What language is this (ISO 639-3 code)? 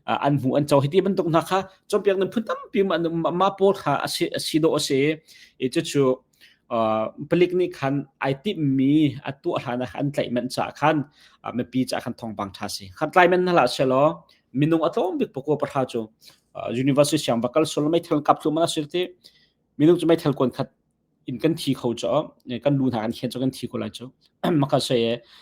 cnh